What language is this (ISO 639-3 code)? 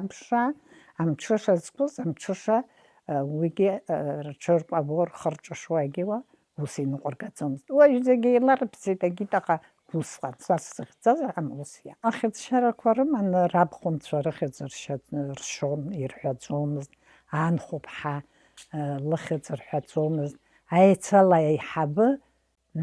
abk